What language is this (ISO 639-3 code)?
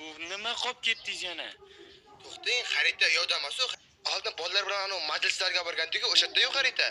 uzb